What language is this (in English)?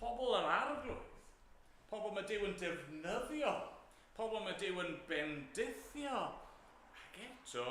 Welsh